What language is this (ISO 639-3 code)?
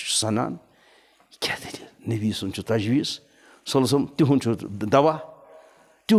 kas